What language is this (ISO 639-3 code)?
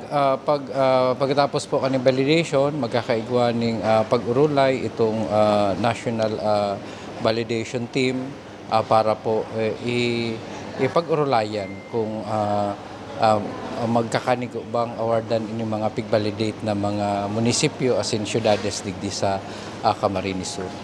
bik